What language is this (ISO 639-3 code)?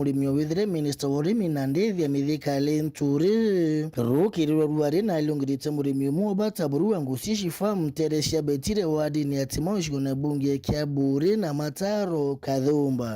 mer